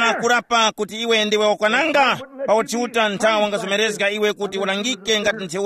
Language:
Tumbuka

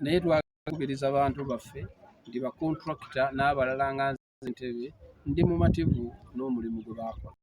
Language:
Ganda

